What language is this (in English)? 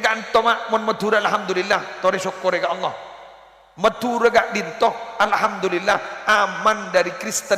Madurese